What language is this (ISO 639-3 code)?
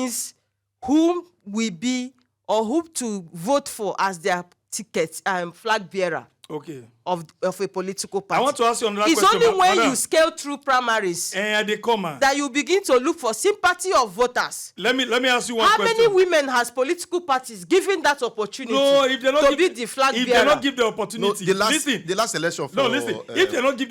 pcm